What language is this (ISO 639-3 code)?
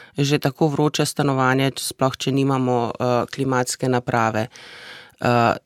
slv